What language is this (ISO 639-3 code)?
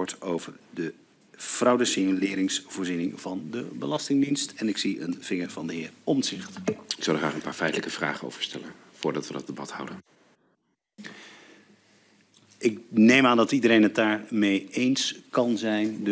nld